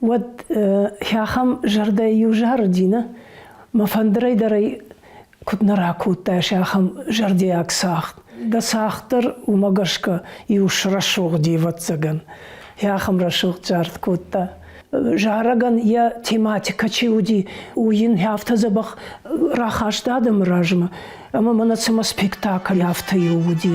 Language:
Ossetic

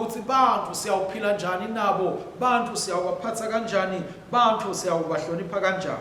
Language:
Swati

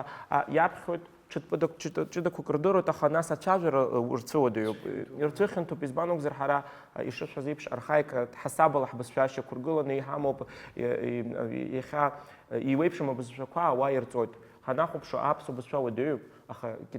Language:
Abkhazian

